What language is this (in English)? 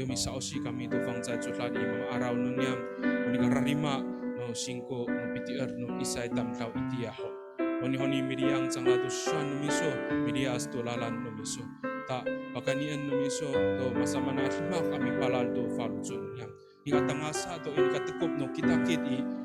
Amis